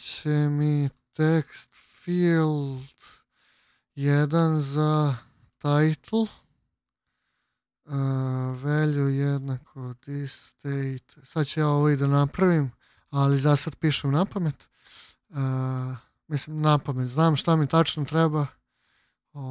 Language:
Serbian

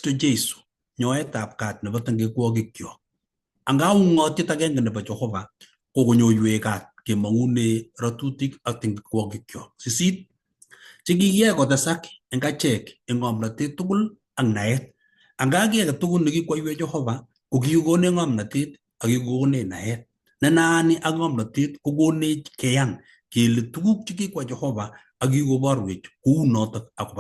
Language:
Kalenjin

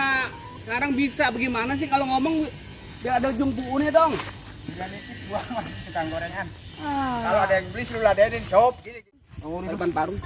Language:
Betawi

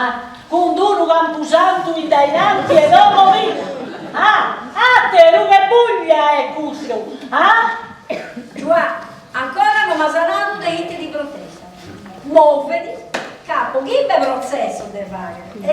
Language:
Sardinian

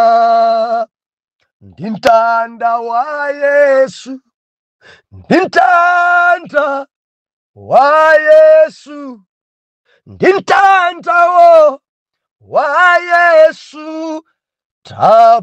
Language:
Nyanja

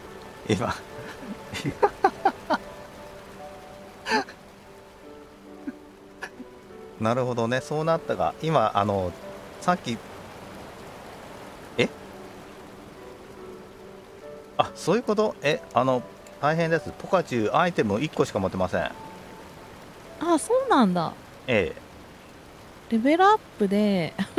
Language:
Japanese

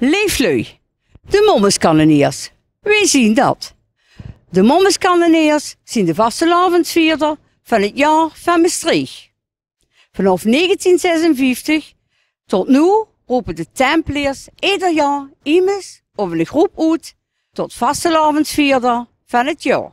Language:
Limburgish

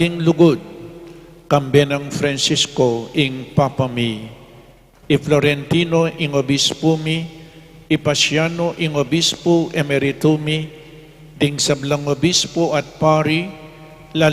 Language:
Pampanga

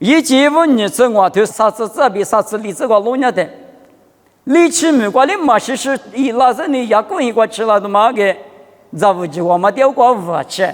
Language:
Lisu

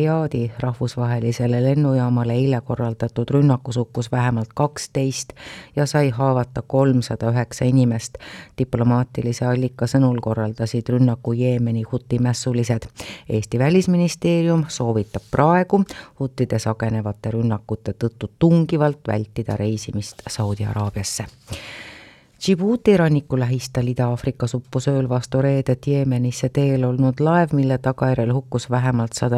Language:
Estonian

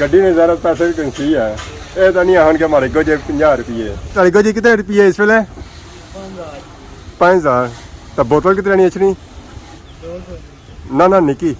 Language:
Pahari-Potwari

